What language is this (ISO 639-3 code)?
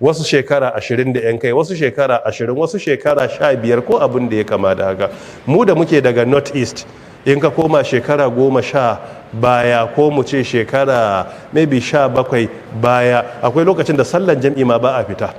hau